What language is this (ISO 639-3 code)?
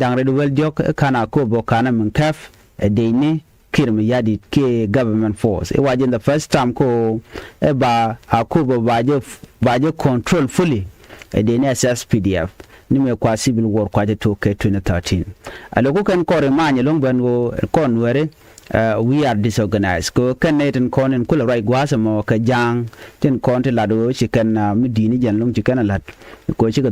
nus